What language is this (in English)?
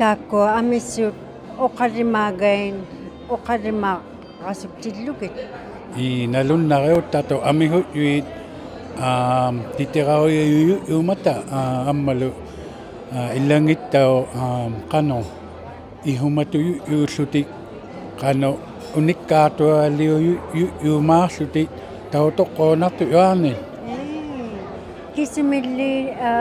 Inuktitut